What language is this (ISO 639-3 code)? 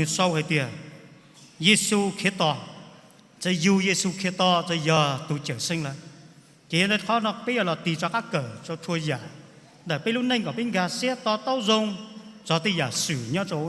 hmn